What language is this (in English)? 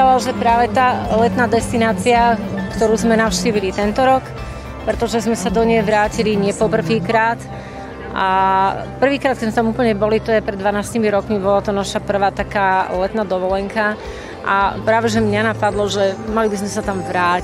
Slovak